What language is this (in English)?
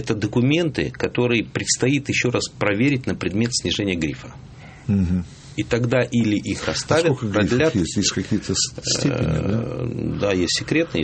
Russian